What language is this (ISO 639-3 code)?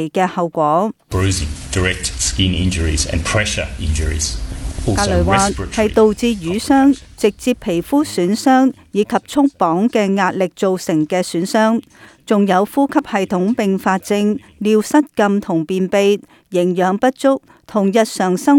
yue